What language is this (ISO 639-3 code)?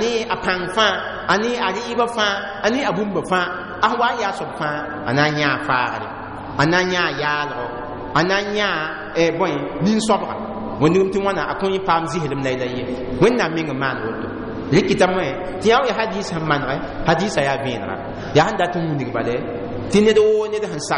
mos